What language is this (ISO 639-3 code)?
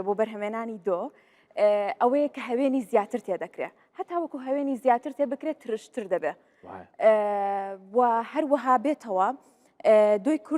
ckb